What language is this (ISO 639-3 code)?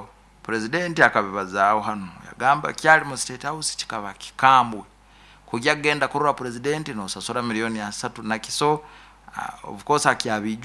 nyo